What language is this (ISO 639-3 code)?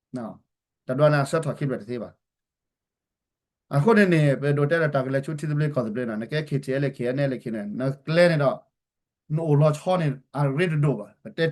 ksw